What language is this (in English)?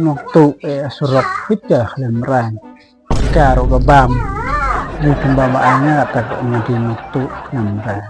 Khasi